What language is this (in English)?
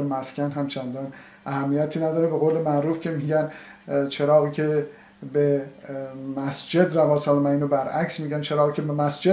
Persian